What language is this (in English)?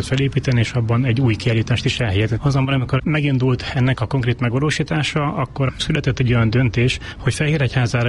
Hungarian